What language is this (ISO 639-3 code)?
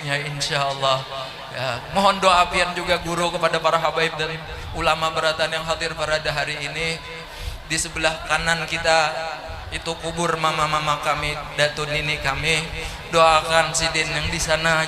bjn